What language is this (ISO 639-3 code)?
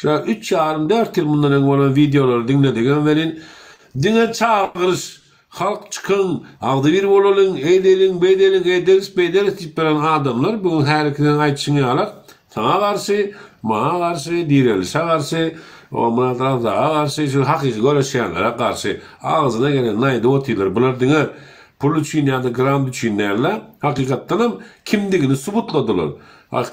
tuk